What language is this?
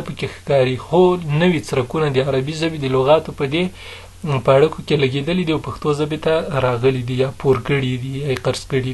Pashto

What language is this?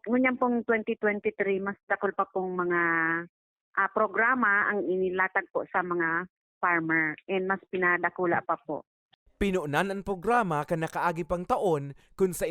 Bikol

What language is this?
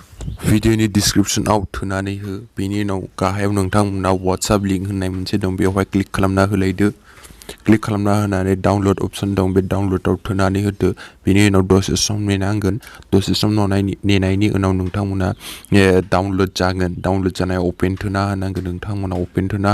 Bodo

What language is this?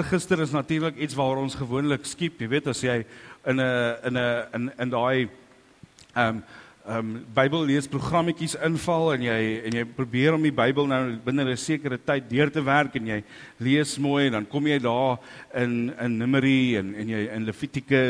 Afrikaans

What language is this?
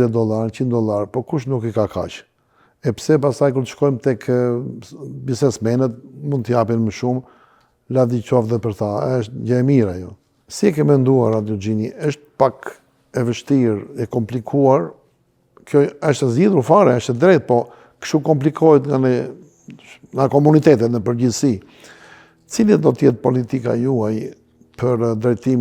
Albanian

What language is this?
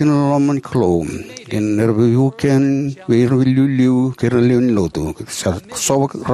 Fijian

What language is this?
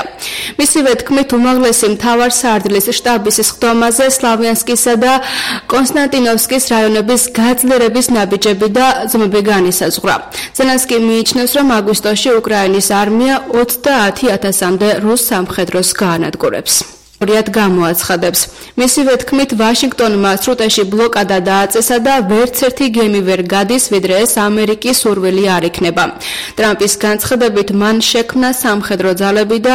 Georgian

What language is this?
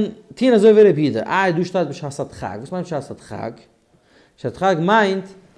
Yiddish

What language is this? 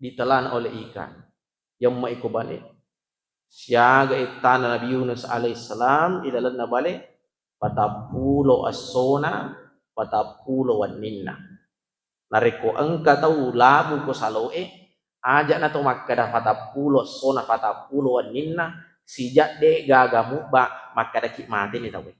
Buginese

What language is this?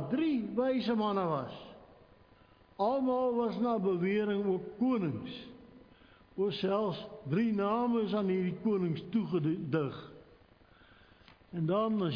Afrikaans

